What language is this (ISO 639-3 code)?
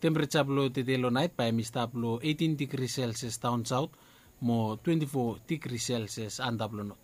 bis